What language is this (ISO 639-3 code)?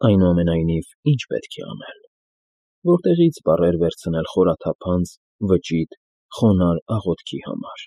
hye